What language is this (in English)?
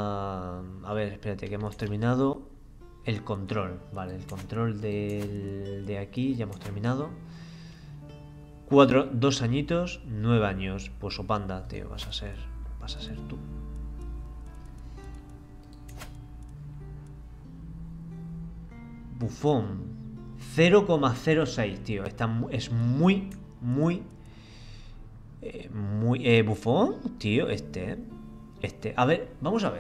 Spanish